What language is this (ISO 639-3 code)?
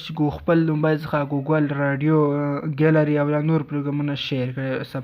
pus